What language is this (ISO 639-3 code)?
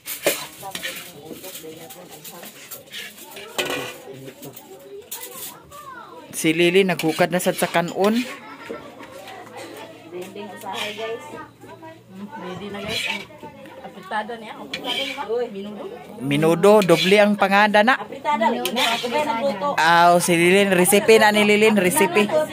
ceb